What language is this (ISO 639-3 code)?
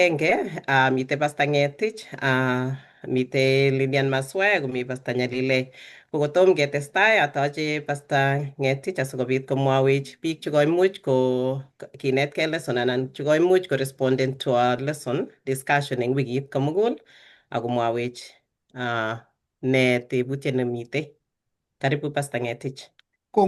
kln